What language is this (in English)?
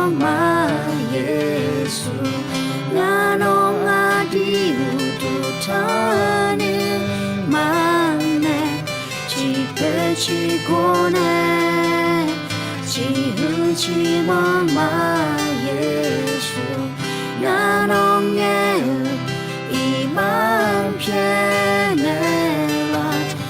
Akha